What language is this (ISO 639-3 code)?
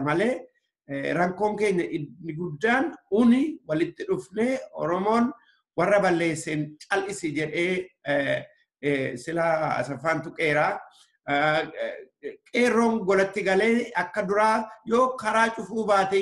orm